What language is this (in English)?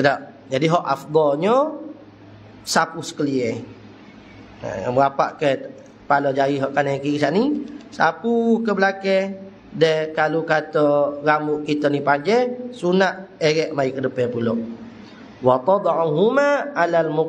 Malay